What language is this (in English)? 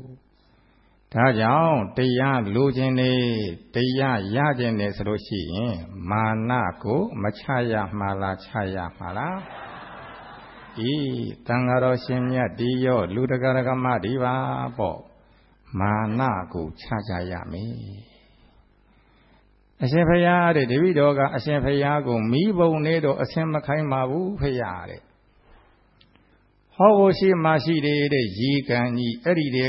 Burmese